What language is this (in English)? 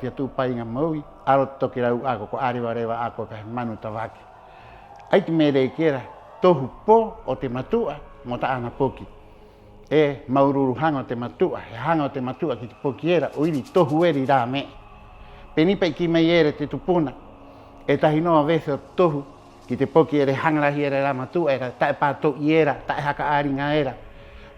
Rapanui